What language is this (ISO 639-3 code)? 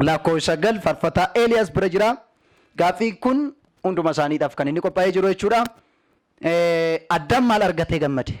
orm